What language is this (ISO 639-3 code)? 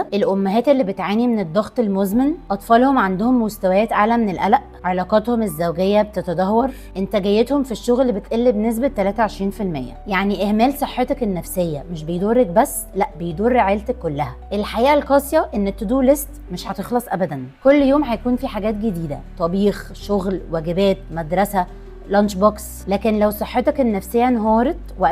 arz